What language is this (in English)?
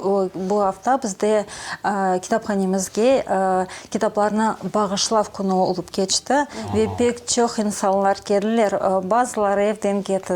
Crimean Tatar